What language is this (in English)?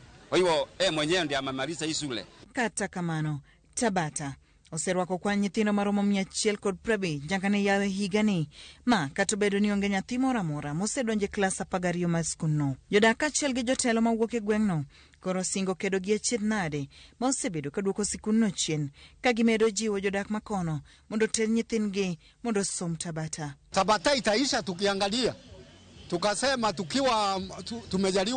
Luo (Kenya and Tanzania)